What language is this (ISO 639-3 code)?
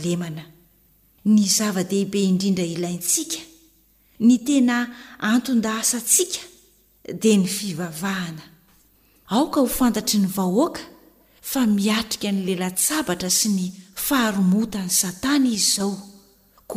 mlg